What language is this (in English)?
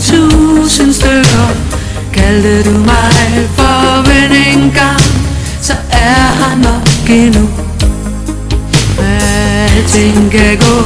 Danish